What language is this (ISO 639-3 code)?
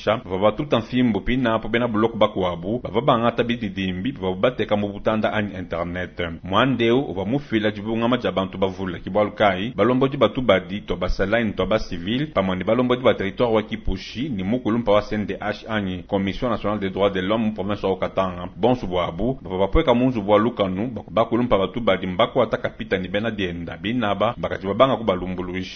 lua